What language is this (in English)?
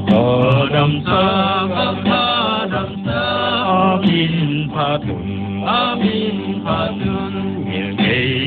Paite Chin